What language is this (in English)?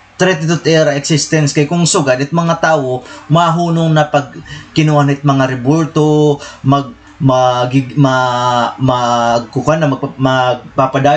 Waray